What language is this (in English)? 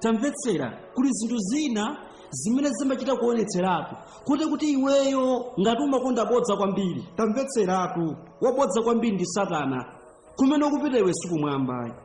Nyanja